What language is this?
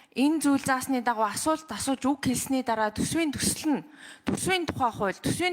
Mongolian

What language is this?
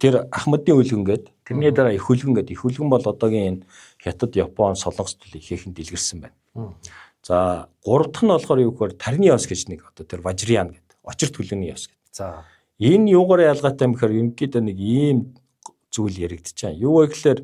Mongolian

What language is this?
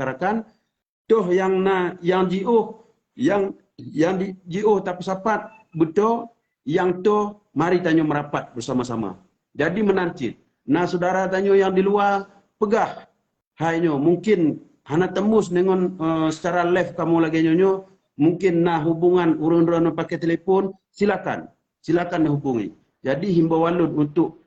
Achinese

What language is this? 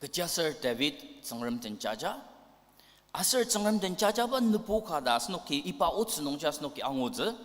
Ao Naga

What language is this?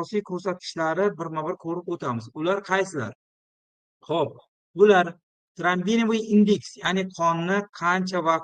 Uzbek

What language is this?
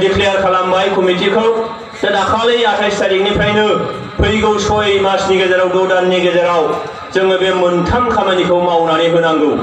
Bodo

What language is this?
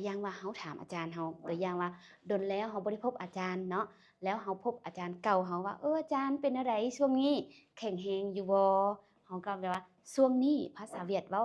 Lao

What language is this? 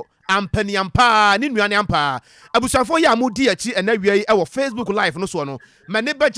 Akan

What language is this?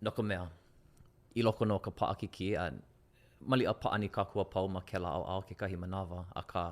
Hawaiian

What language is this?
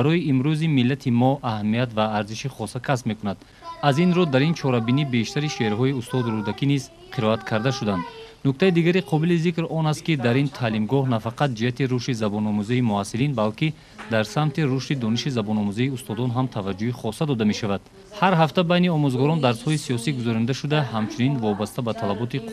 Tajik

